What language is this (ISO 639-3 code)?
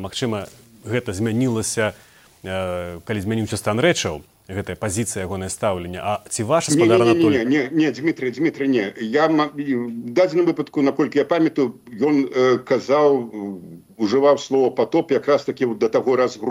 bel